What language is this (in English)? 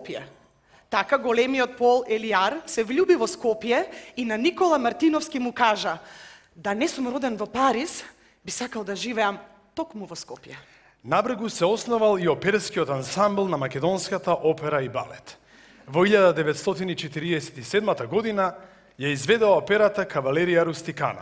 Macedonian